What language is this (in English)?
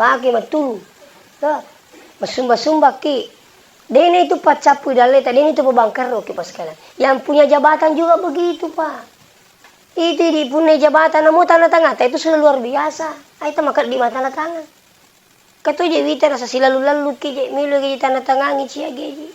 Buginese